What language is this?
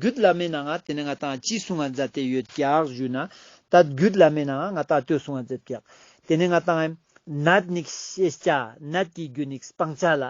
Ladakhi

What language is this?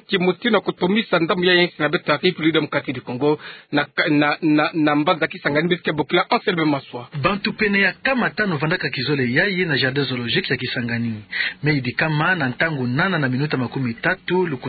Kituba (Democratic Republic of Congo)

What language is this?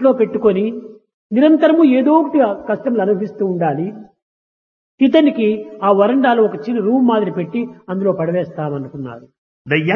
Telugu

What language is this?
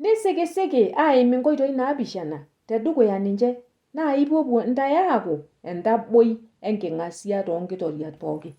Masai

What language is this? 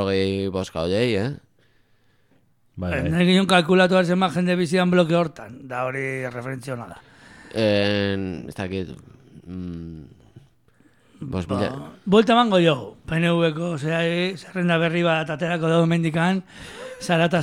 Basque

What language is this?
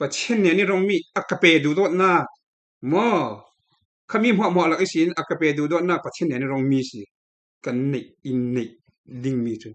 Falam Chin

